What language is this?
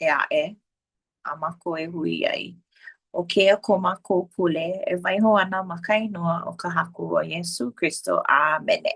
Hawaiian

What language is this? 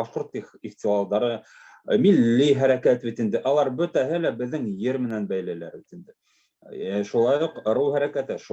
Bashkir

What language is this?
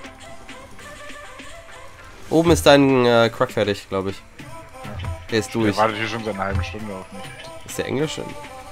German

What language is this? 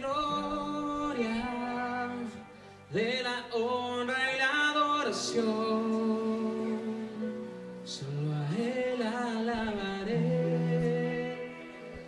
Spanish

